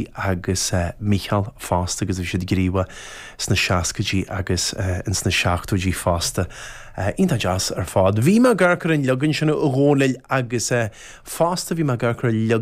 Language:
Irish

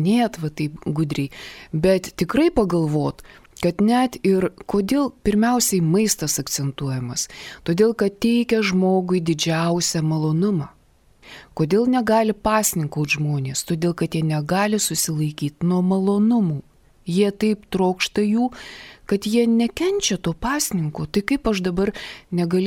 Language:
Lithuanian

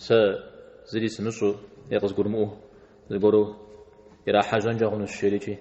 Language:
Kabardian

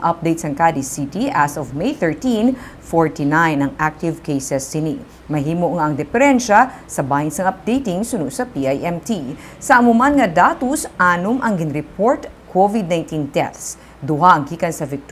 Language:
Hiligaynon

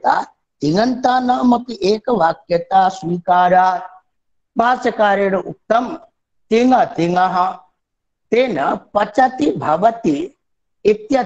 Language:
Sanskrit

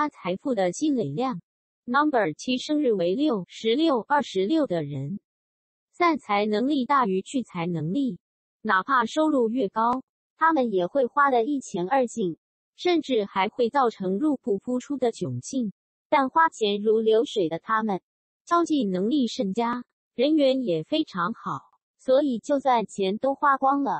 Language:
Chinese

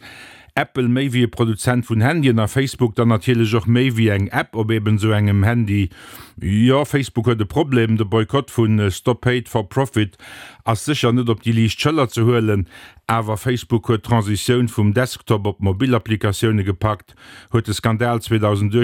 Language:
Luxembourgish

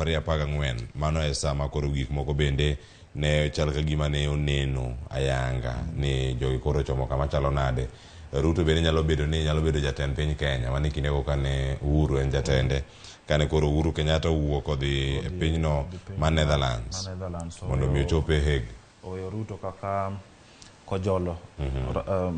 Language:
Luo (Kenya and Tanzania)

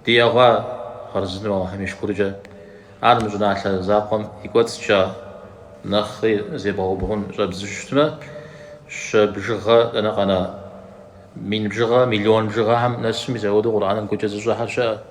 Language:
Kabardian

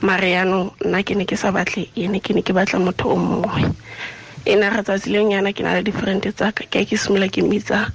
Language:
Tswana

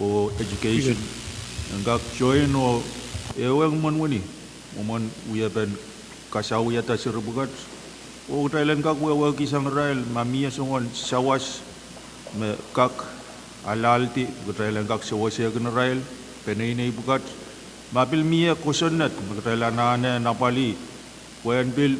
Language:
Pohnpeian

